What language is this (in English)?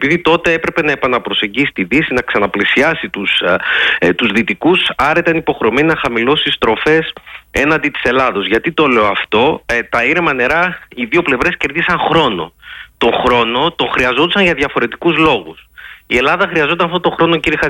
Greek